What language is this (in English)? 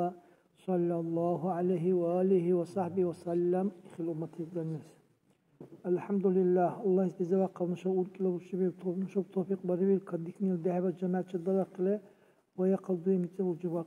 Dargwa